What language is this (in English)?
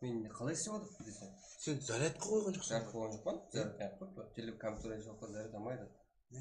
Kara-Kalpak